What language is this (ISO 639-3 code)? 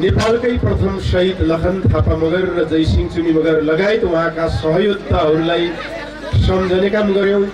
nep